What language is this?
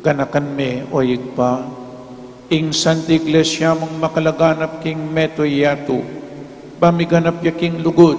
Pampanga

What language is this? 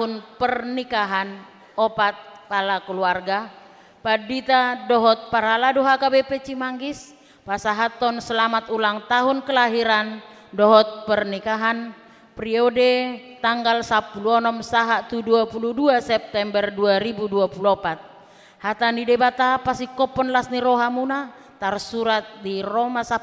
Batak Toba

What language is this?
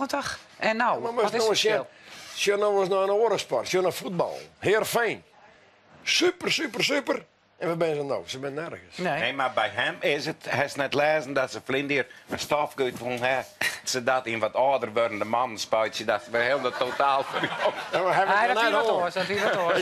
Western Frisian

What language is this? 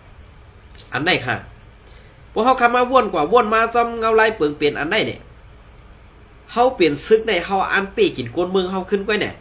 Shan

